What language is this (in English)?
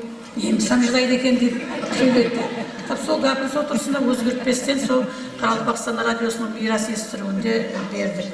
Kara-Kalpak